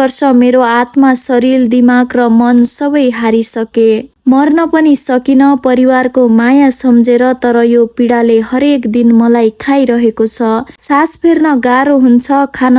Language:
Nepali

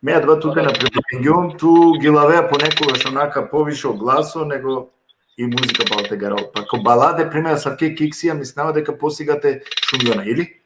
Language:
Balkan Romani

